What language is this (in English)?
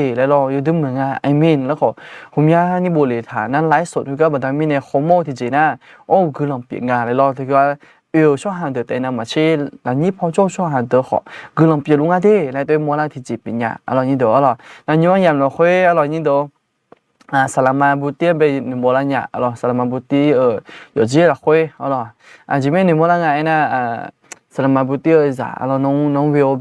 Akha